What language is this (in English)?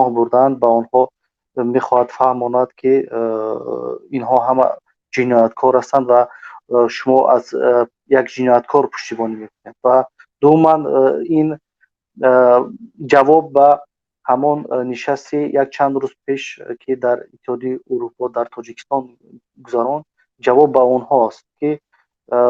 Tajik